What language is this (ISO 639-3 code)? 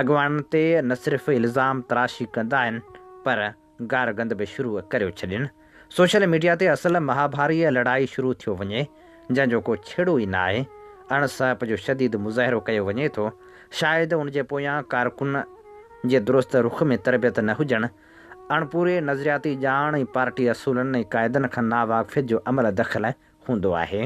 snd